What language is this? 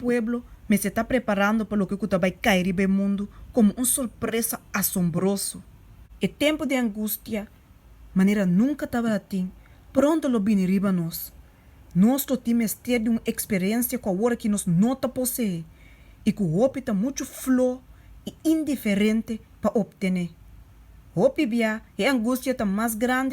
Papiamento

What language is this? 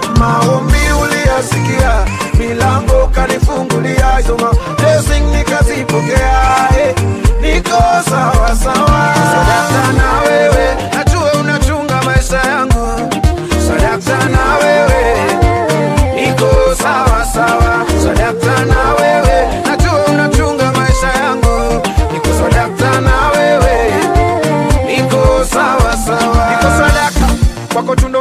Swahili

